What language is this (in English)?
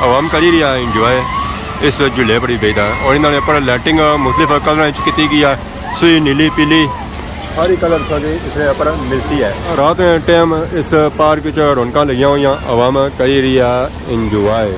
Pahari-Potwari